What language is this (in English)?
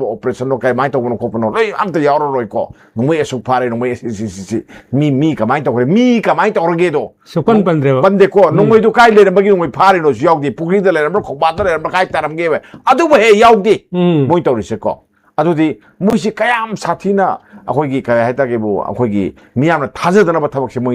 Manipuri